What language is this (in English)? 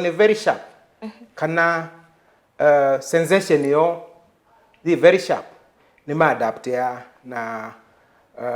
Kamba